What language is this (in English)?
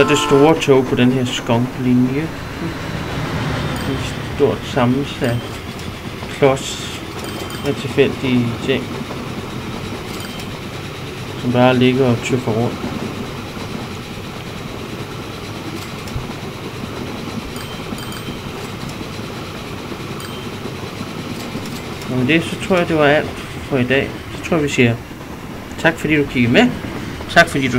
Danish